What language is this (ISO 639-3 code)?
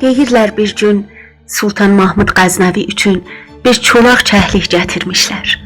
azb